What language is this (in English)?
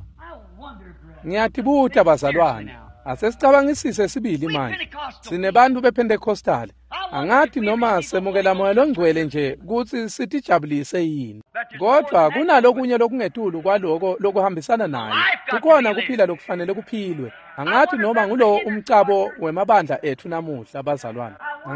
Swati